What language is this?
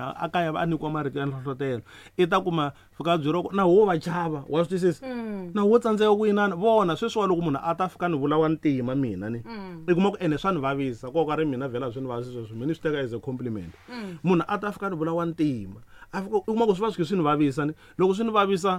Tsonga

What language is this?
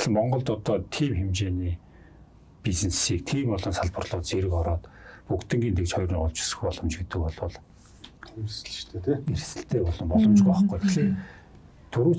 Mongolian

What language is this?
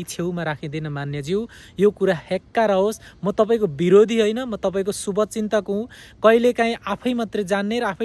Nepali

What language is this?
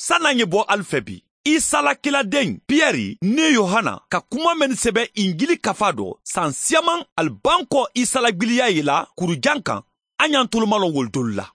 Mandingo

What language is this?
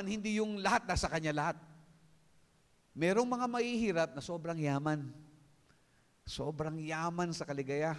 Filipino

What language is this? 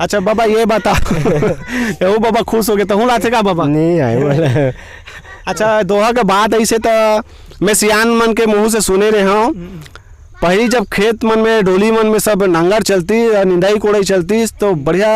Chhattisgarhi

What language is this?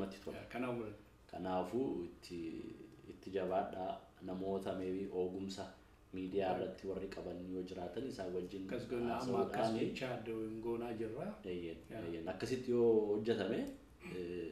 Oromo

